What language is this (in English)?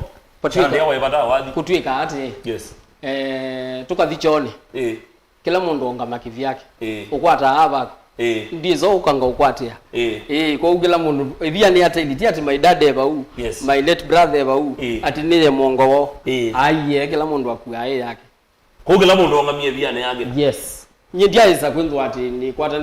Kamba